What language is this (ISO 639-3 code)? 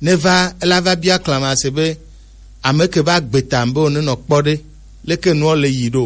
gej